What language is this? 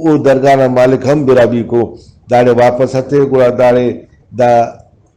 Brahui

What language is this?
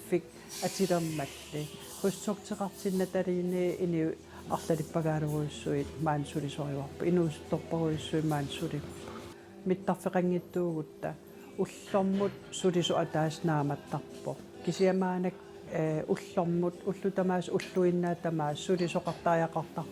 Kalaallisut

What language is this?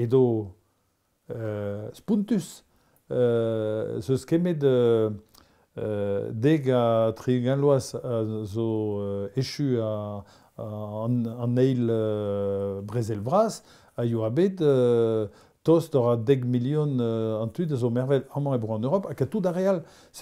Breton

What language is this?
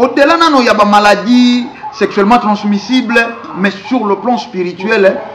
Lingala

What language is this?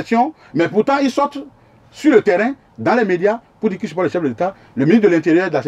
French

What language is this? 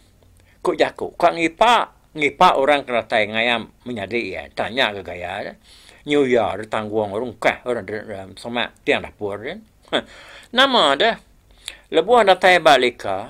Iban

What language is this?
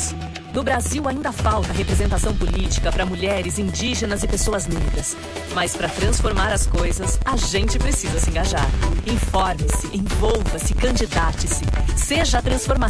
Portuguese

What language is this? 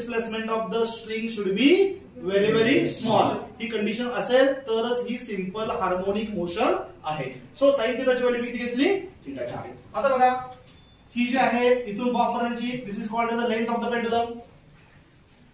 Marathi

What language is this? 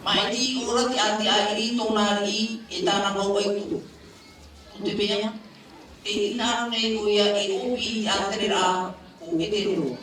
Tahitian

